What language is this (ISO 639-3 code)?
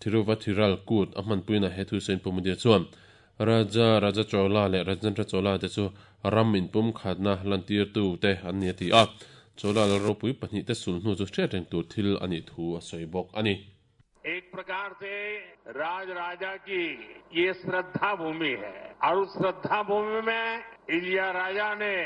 lus